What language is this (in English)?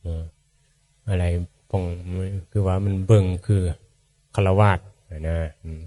Northeastern Thai